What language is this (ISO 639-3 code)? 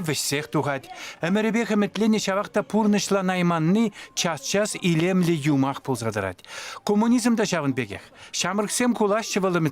chv